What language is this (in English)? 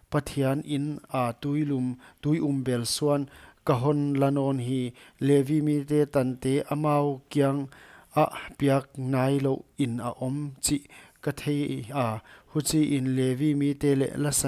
Paite Chin